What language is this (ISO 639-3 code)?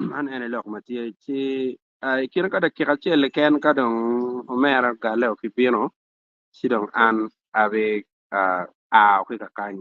ach